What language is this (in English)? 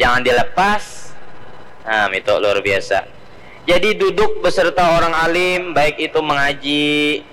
Banjar